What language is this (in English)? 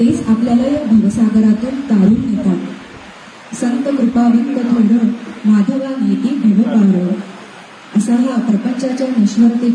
Marathi